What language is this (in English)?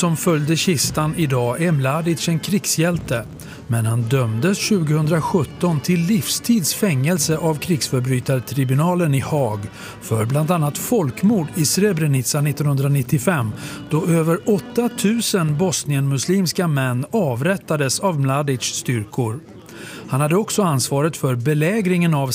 Swedish